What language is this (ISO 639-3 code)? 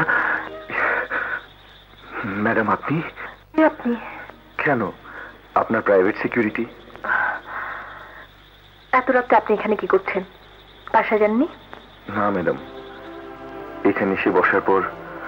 ben